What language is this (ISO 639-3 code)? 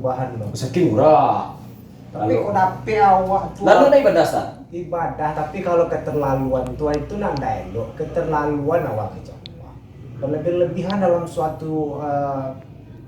min